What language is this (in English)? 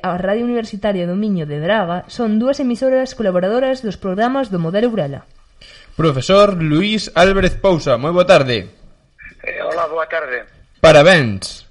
Galician